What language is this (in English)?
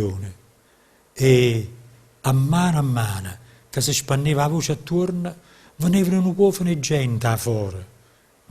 Neapolitan